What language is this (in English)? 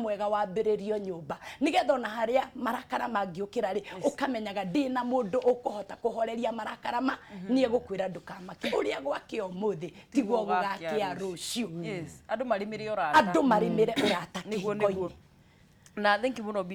Kikuyu